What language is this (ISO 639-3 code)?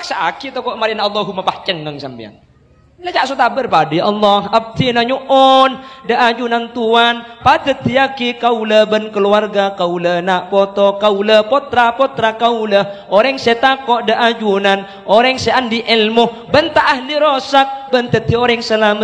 mad